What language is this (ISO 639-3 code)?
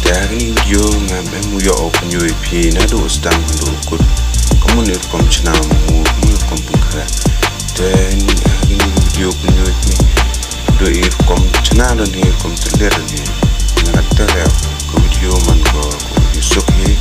kha